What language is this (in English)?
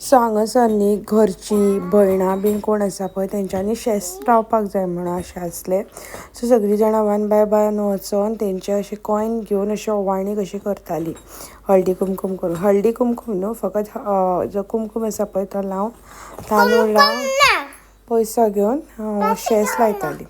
Konkani